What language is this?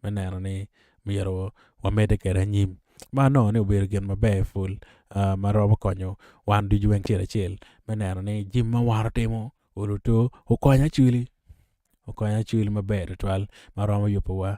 Acoli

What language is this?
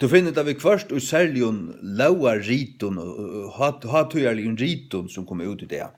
Faroese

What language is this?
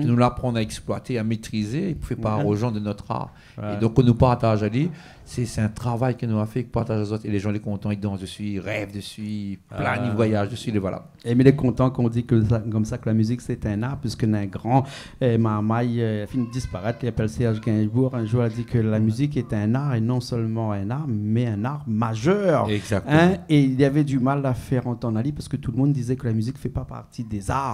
Réunion Creole French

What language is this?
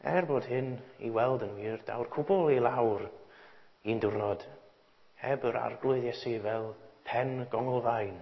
Welsh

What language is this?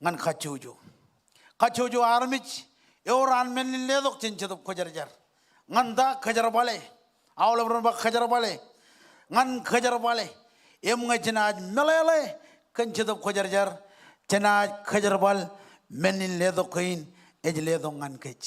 Marshallese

